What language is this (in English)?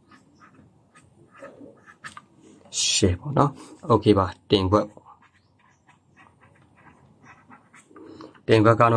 Burmese